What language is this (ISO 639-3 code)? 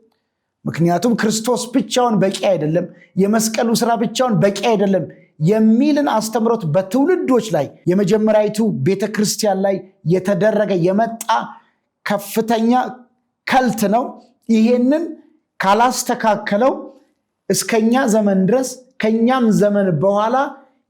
amh